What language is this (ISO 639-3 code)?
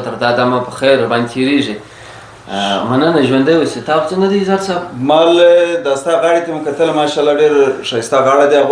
pus